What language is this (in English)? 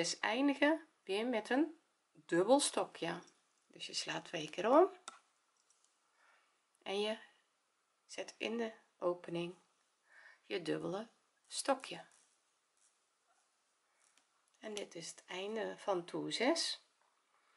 Dutch